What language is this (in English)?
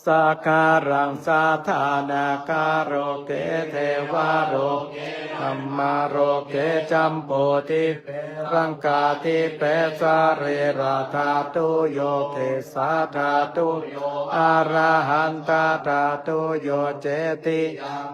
Pali